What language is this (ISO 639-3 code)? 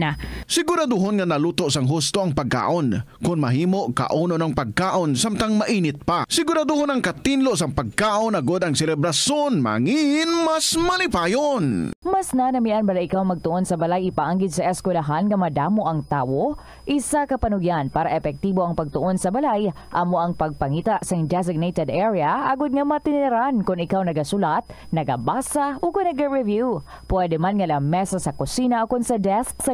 hil